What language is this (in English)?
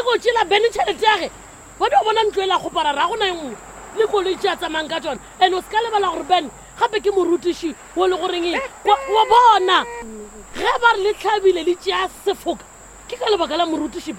Northern Sotho